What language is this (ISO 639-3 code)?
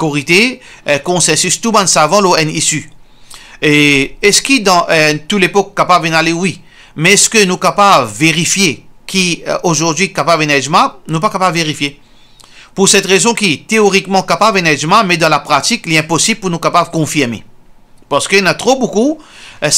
mfe